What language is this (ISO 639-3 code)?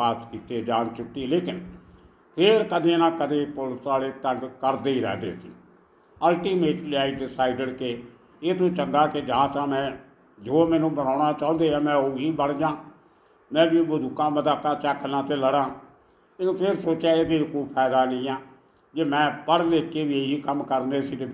pan